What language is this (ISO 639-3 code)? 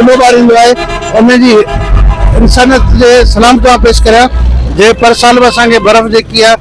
snd